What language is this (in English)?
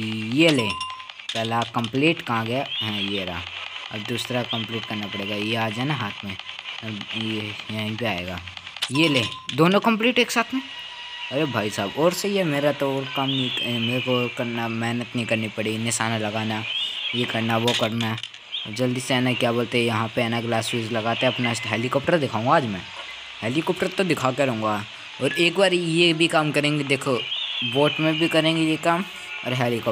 Hindi